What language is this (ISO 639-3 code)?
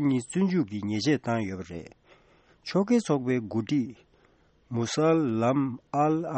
bod